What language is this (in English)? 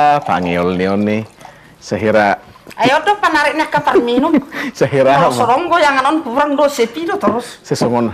Batak Toba